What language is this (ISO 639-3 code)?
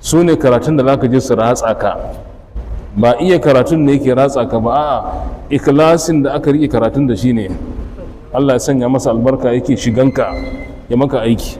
hau